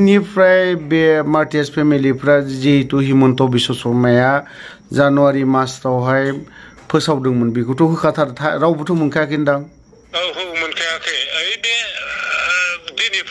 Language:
Bodo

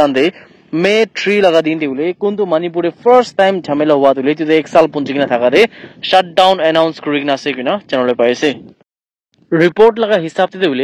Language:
Naga Pidgin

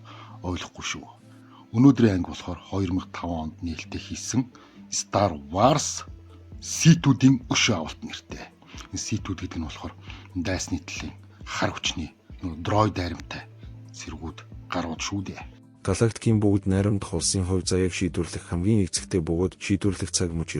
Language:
Mongolian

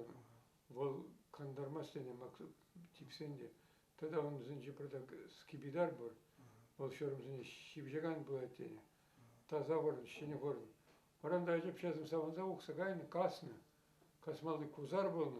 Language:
Chuvash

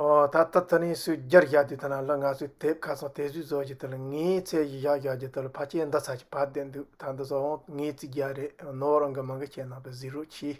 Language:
Tibetan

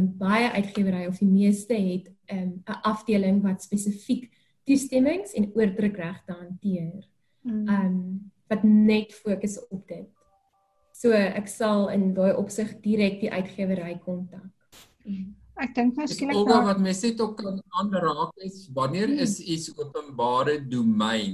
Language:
Afrikaans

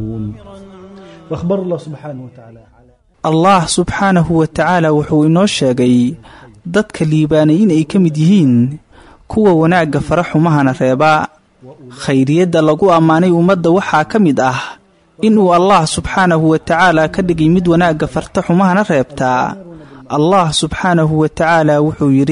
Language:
Somali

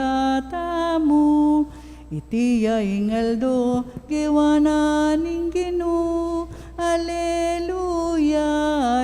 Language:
Pampanga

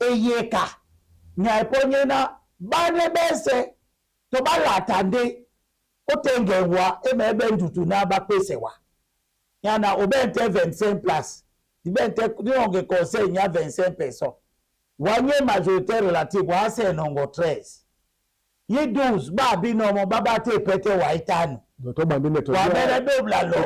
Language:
Duala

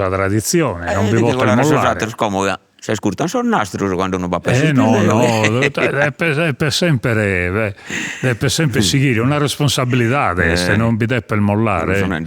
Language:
Sardinian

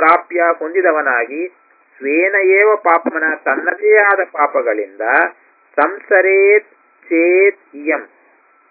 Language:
Kannada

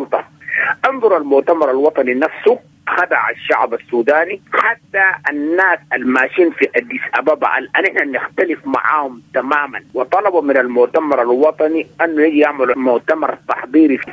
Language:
Sudanese Arabic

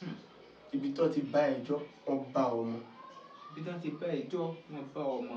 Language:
Yoruba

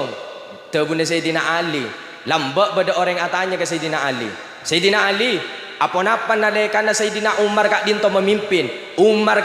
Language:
Madurese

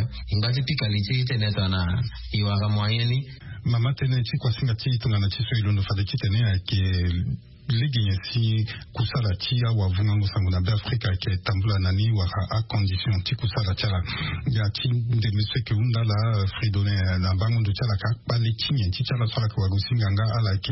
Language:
Sango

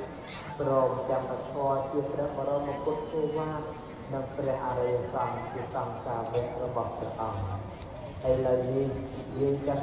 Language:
Khmer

